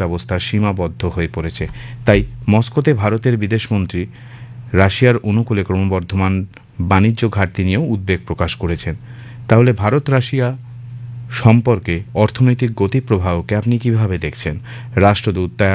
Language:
Bangla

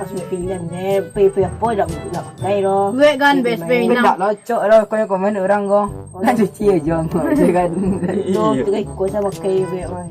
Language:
Minangkabau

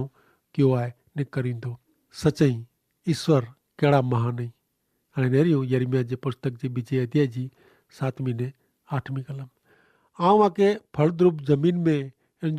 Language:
Kachhi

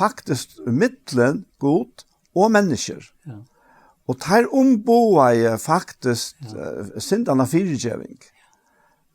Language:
Faroese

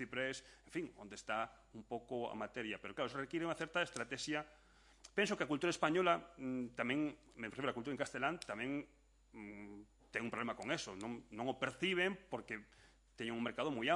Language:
Galician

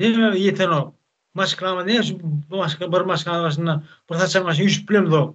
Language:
Turkmen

